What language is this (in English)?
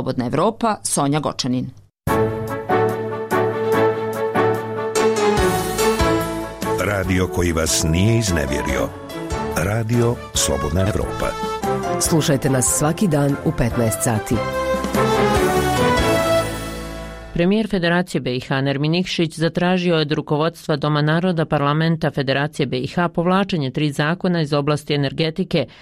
Bosnian